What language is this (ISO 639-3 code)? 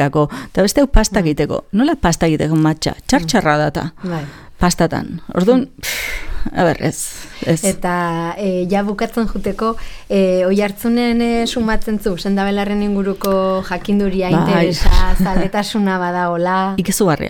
eus